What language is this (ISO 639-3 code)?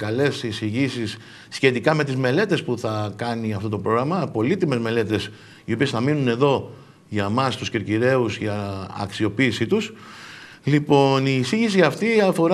ell